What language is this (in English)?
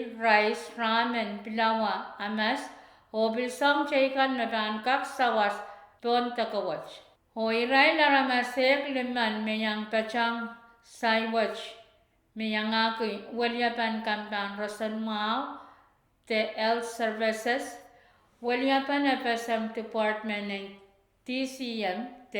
Pohnpeian